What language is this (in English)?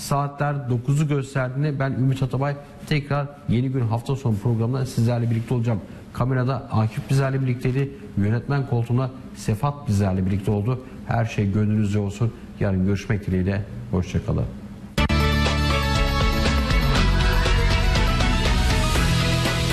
Turkish